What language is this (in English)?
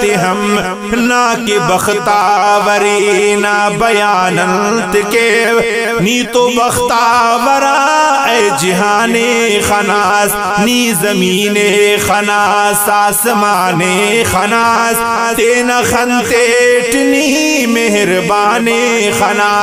Brahui